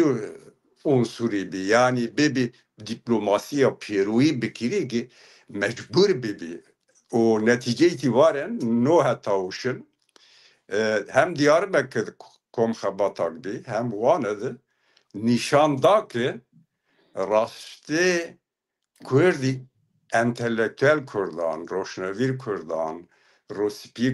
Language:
Zaza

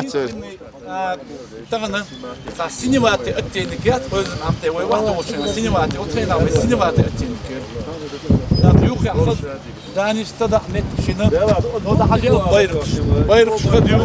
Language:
Chechen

